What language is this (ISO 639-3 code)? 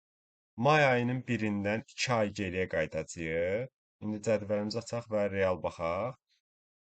aze